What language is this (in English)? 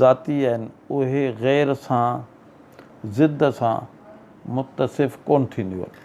Sindhi